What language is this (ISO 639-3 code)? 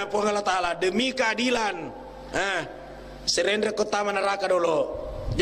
bug